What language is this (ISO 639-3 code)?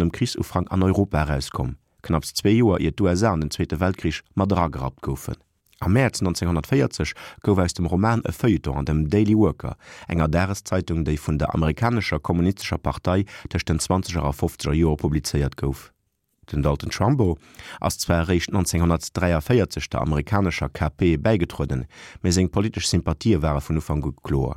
ltz